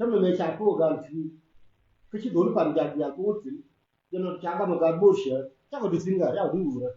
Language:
Nuer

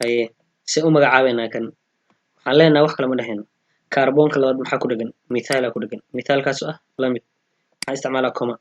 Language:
Somali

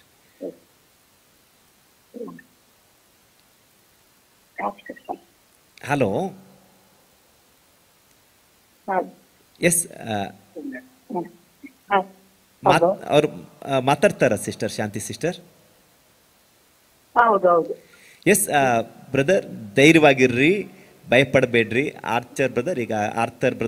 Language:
Kannada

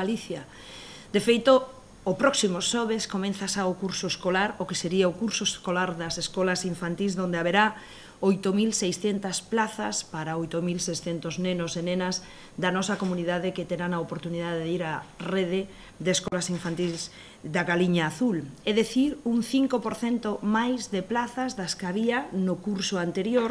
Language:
Galician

